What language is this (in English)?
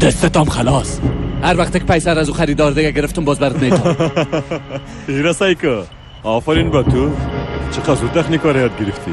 Persian